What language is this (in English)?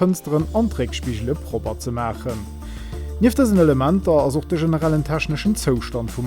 Luxembourgish